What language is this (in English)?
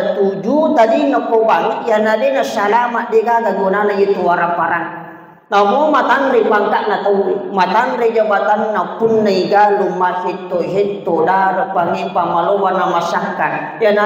Buginese